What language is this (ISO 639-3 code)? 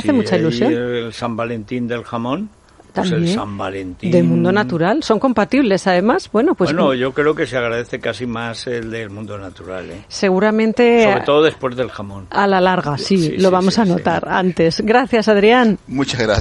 spa